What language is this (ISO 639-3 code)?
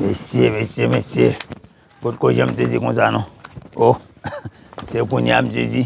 hat